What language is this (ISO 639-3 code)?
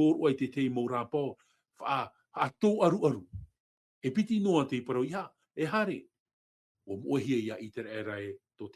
tah